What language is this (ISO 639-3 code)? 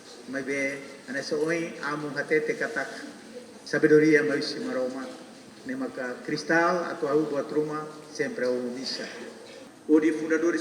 tet